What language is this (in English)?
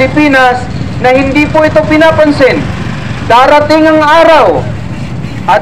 Filipino